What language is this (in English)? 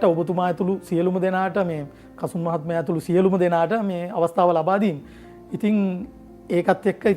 Sinhala